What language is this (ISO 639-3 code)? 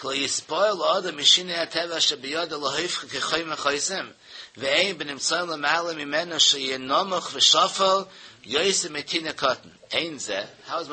yid